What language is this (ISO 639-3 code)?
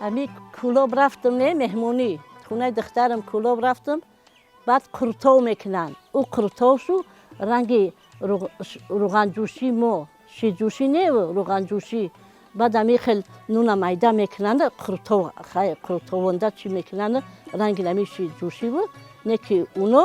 tgk